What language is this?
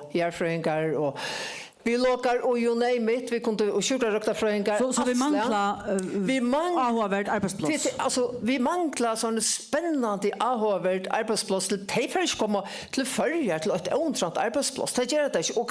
Faroese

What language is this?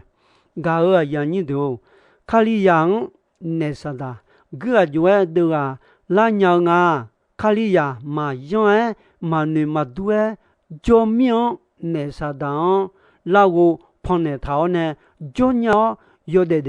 Akha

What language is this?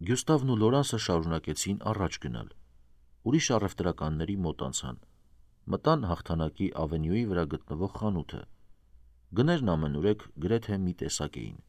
Armenian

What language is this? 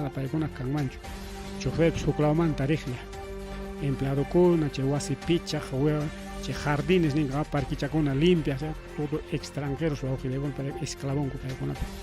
Ayacucho Quechua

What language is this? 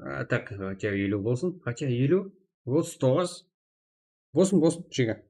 Kara-Kalpak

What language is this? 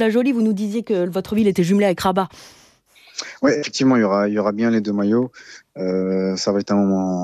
French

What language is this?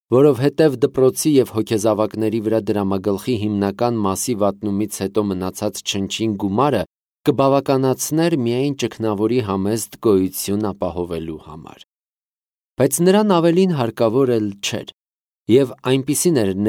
Armenian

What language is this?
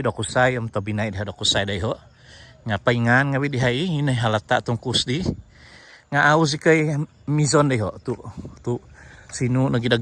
Central Dusun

